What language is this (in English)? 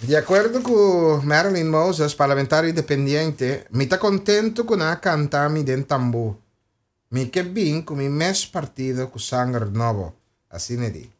Papiamento